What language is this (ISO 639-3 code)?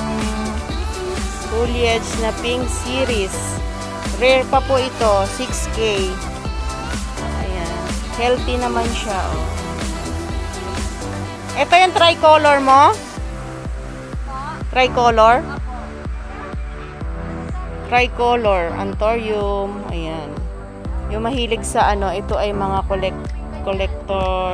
fil